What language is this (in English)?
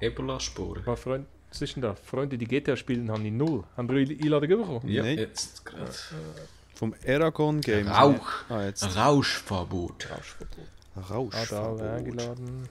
Swiss German